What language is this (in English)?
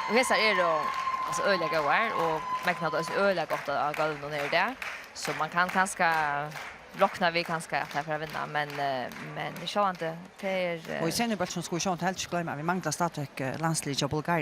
Faroese